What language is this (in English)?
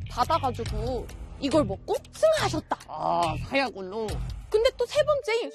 Korean